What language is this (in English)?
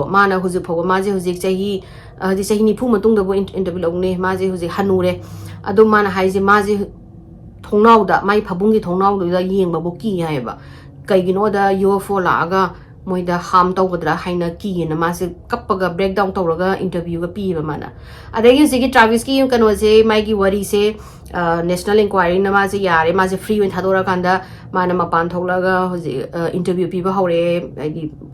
Manipuri